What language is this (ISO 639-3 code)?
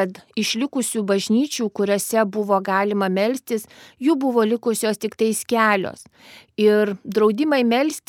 lit